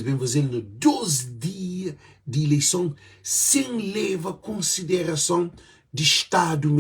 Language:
Kabuverdianu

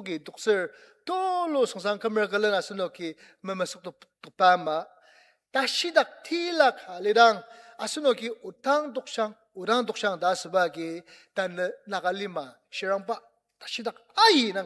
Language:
Ao Naga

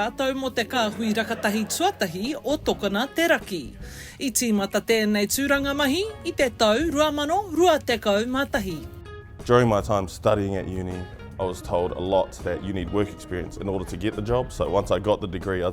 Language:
Māori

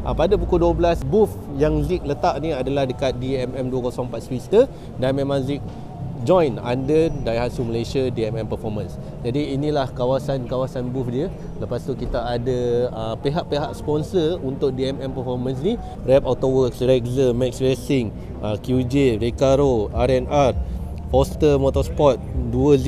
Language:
Malay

